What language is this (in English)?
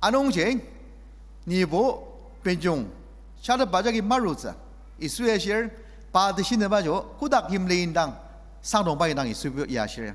Ao Naga